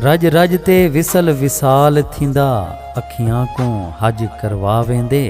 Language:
Saraiki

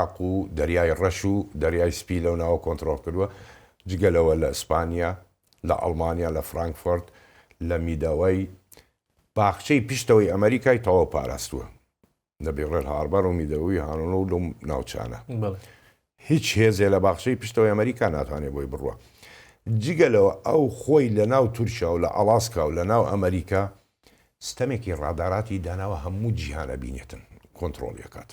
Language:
Central Kurdish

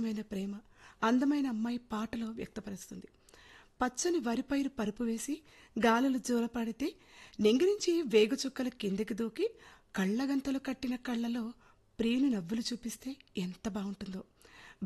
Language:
Telugu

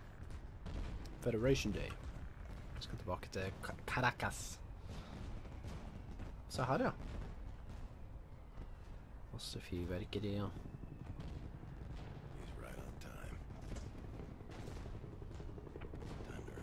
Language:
Norwegian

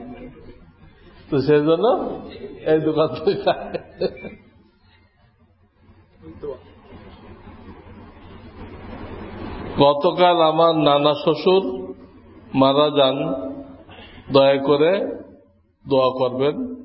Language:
Bangla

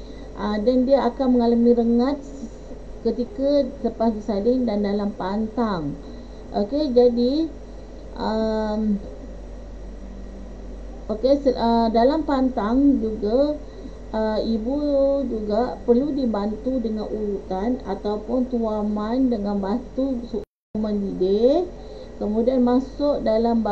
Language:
Malay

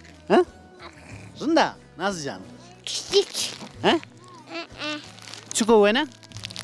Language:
Zaza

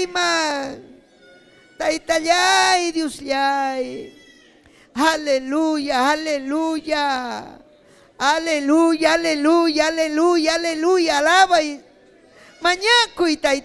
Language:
Ayacucho Quechua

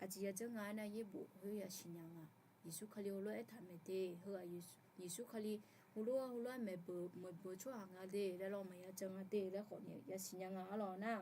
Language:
Akha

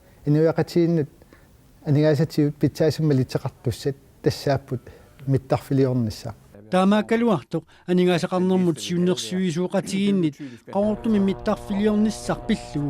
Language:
Kalaallisut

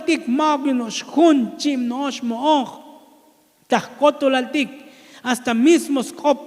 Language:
Tzotzil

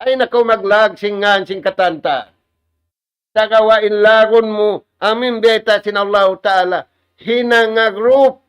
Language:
Tausug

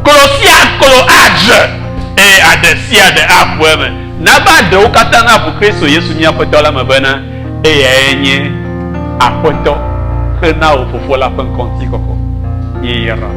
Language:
Ewe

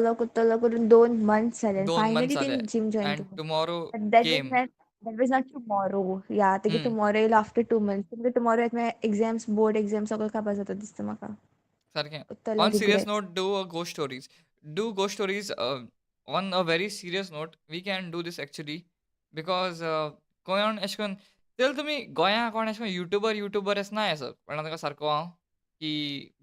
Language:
Konkani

